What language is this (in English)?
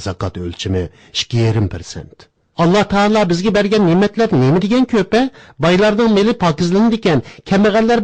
Uyghur